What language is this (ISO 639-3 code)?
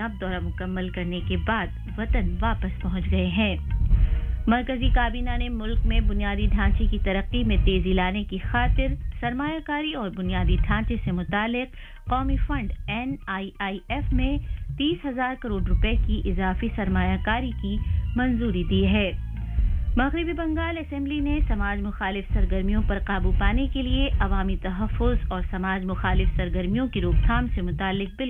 urd